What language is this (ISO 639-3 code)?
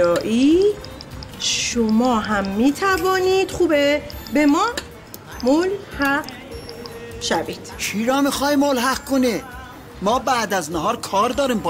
fas